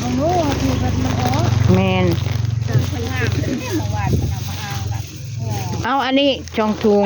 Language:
Northeastern Thai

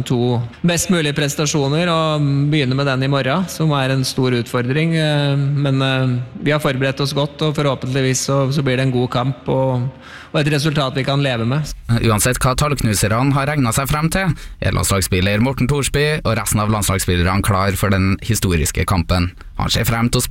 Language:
Norwegian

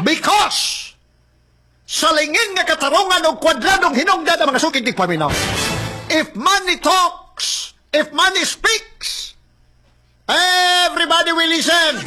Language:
Cebuano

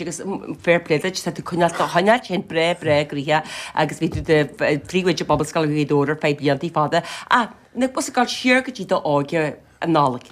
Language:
Irish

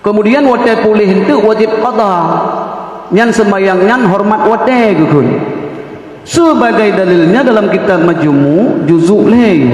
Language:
Achinese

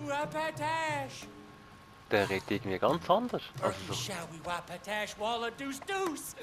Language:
Swiss German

